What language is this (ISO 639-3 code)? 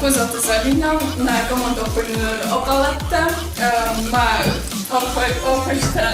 oss